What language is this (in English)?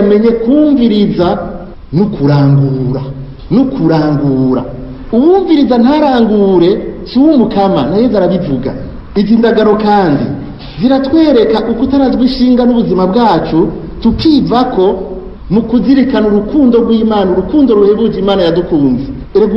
Rundi